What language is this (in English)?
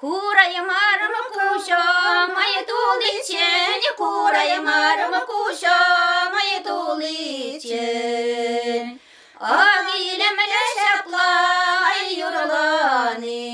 Chuvash